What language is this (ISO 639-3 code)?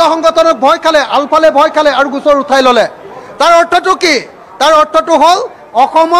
asm